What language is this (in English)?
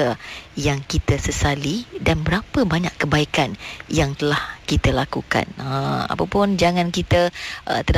Malay